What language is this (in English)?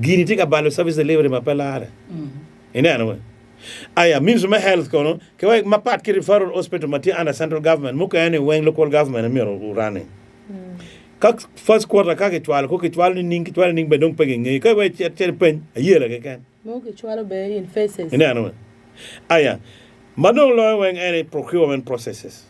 Acoli